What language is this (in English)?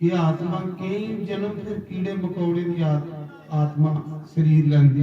Dogri